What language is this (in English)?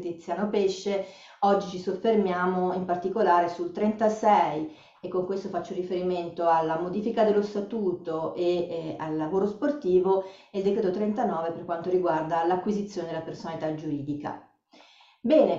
Italian